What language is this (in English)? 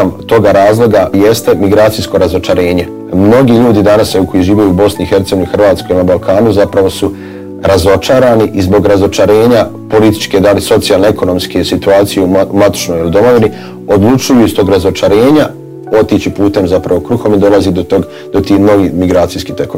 Bosnian